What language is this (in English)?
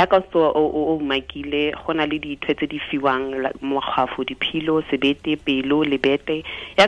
Tswana